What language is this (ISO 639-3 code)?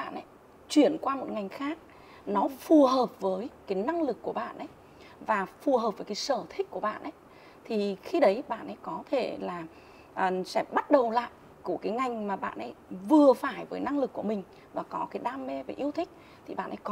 vie